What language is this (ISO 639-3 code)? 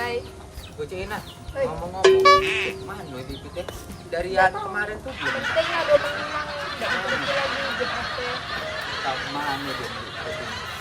mui